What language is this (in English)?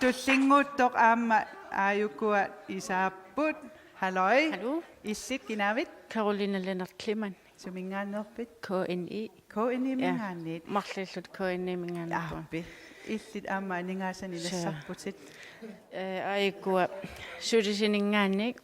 Kalaallisut